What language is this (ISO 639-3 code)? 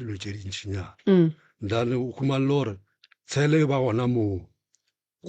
nso